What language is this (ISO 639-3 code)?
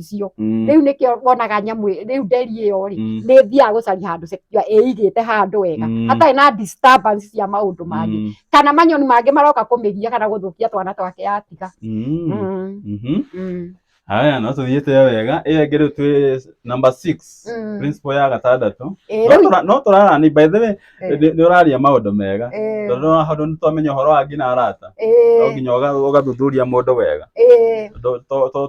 kik